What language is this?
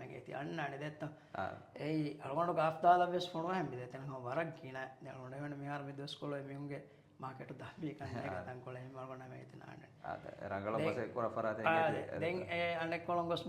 Divehi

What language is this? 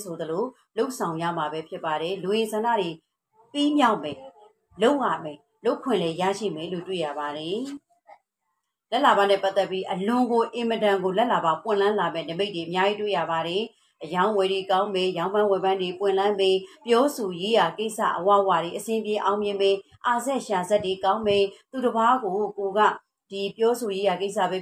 Burmese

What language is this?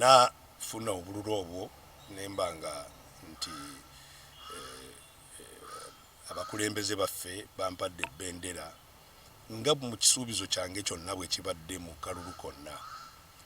Ganda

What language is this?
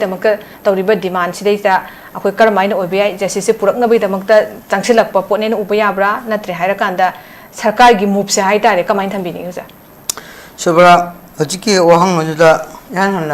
Manipuri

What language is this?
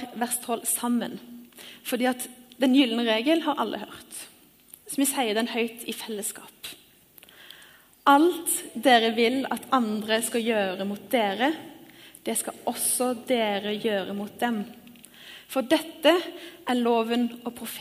Norwegian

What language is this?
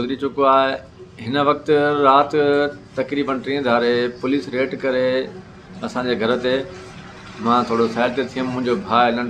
Sindhi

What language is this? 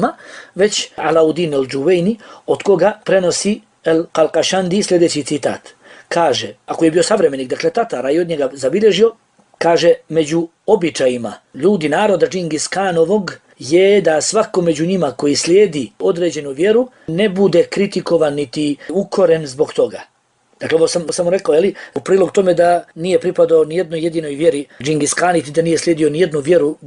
Bosnian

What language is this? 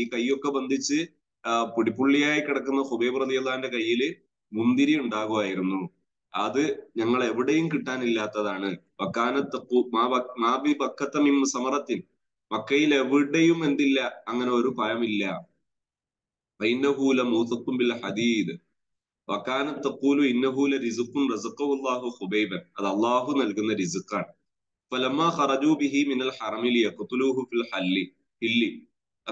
Malayalam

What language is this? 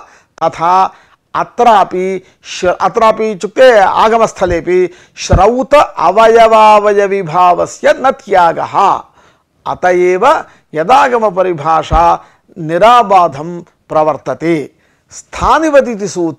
Sanskrit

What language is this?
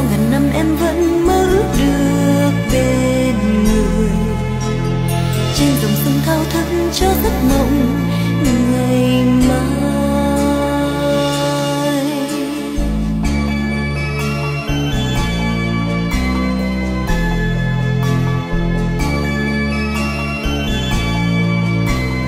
Vietnamese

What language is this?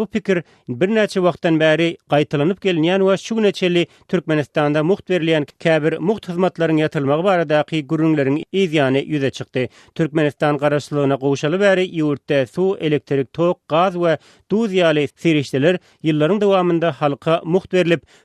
Turkmen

